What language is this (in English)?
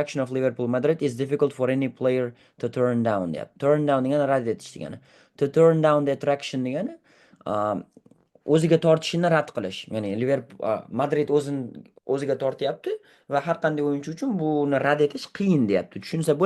Uzbek